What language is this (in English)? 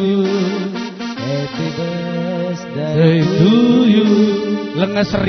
Batak Karo